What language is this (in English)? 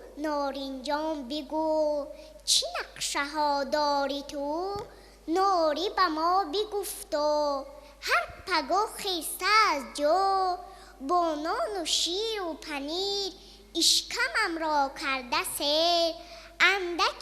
Tajik